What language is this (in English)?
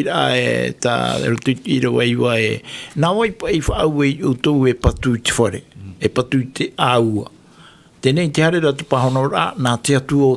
Tahitian